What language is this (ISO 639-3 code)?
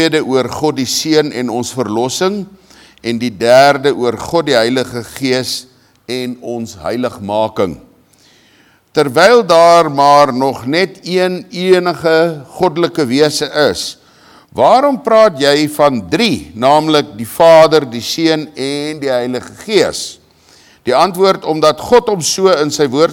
afr